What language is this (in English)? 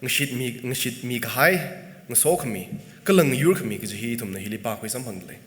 Tangkhul Naga (India)